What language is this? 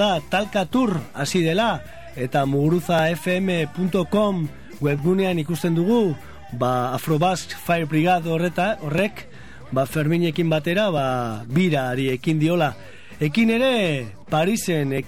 Basque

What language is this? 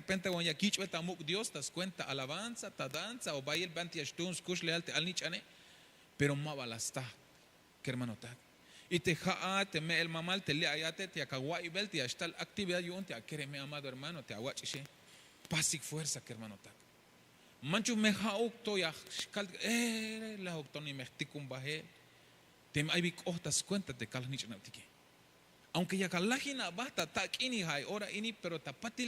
Tzeltal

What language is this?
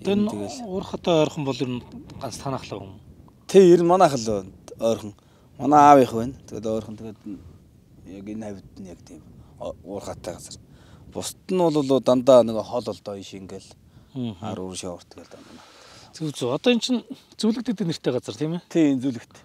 Mongolian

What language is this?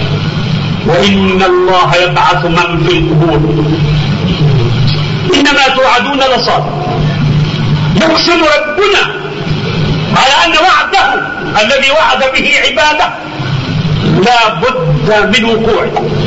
Arabic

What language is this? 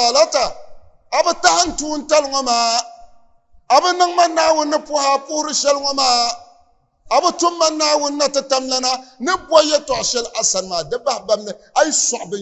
Dagbani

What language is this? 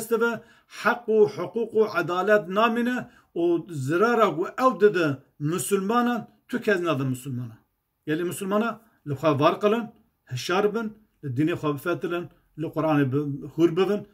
Kurdish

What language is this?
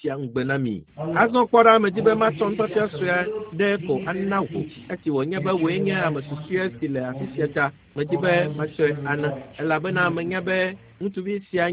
Ewe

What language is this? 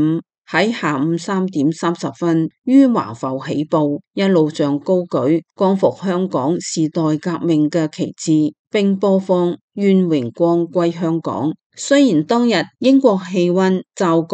Cantonese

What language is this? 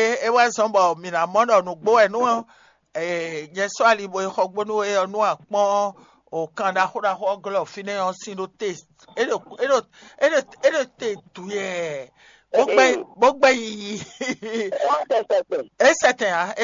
Fon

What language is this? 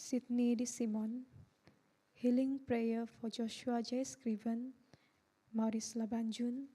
Central Dusun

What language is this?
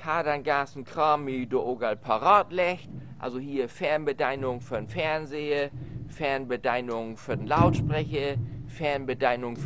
Low German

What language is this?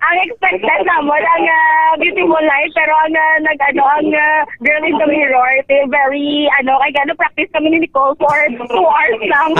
Hiligaynon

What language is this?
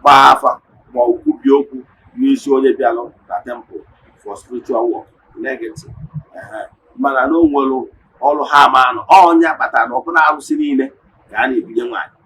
Igbo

